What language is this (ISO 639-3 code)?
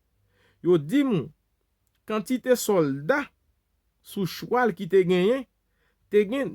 hat